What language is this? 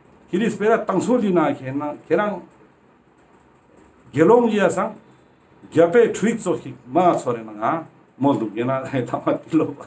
Ladakhi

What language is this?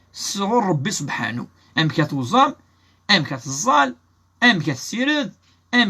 Kabyle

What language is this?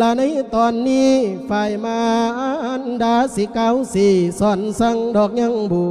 Lao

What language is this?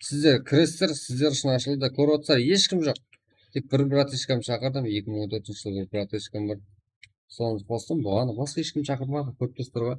Kara-Kalpak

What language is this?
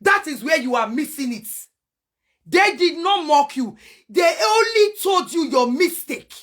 Nigerian Pidgin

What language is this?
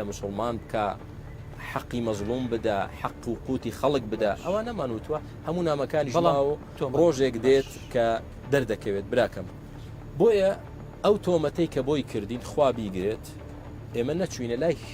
Central Kurdish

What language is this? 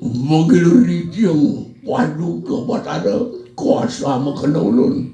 Balinese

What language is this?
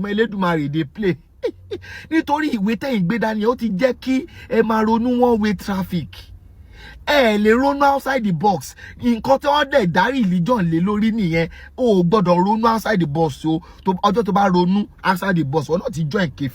Yoruba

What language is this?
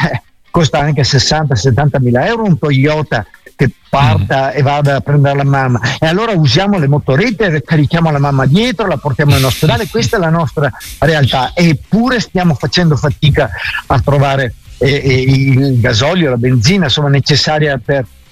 Italian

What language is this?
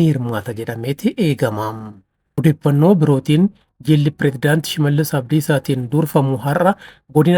Oromo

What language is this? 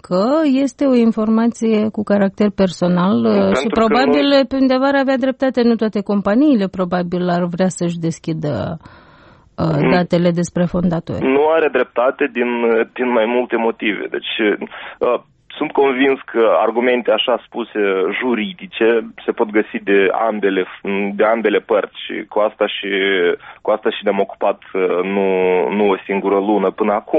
Romanian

